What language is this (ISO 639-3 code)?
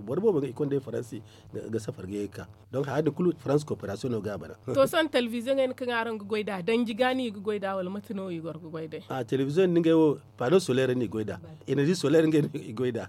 dje